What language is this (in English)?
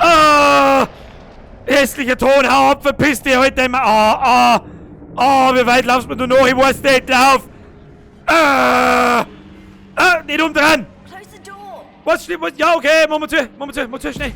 Bavarian